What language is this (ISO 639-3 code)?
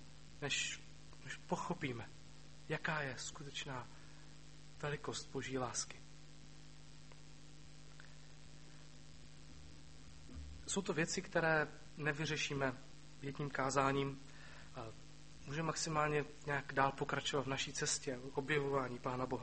ces